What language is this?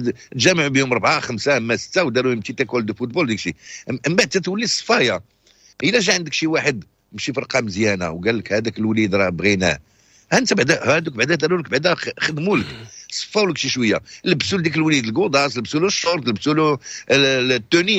Moroccan Arabic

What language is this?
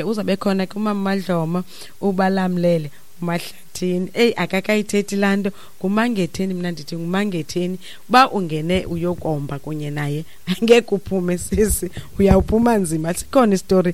Xhosa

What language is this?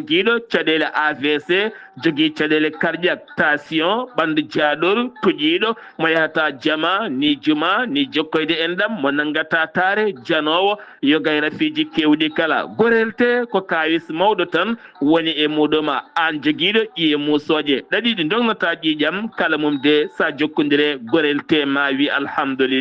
Fula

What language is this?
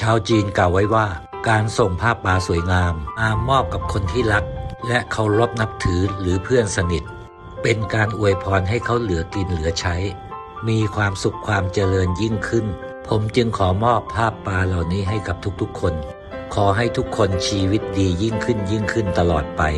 Lao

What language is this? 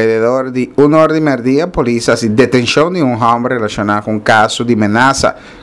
Papiamento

